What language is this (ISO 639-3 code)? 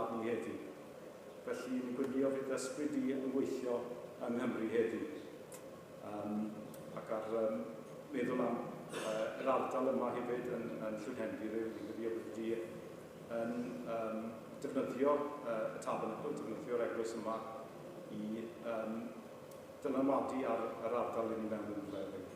cym